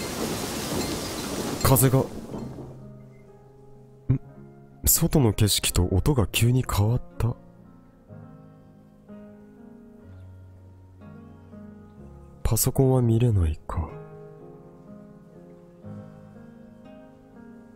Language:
Japanese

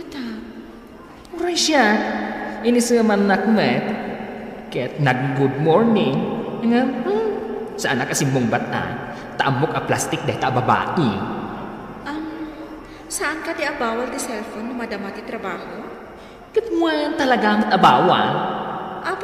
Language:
Iloko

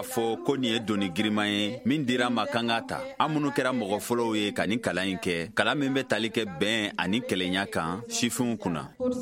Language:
Bambara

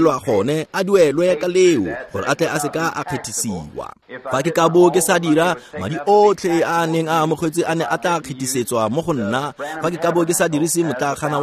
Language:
Tswana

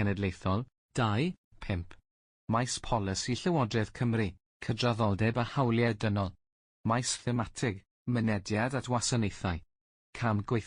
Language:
Welsh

